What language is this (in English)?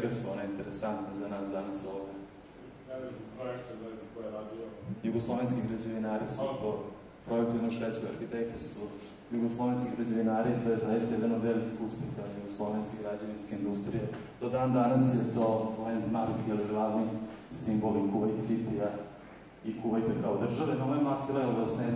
Serbian